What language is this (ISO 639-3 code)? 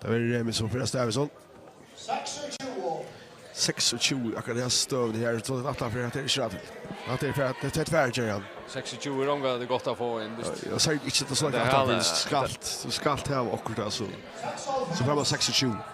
fao